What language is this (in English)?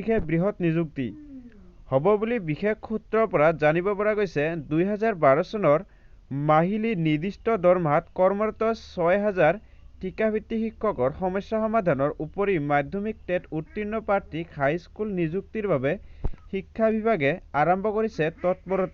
Assamese